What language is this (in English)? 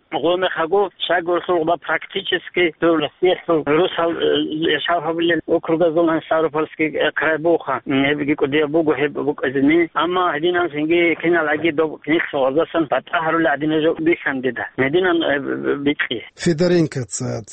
Avaric